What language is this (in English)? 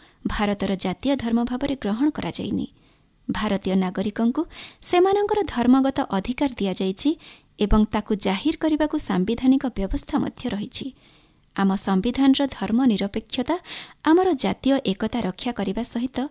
Odia